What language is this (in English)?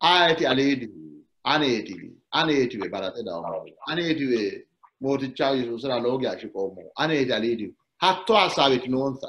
Sidamo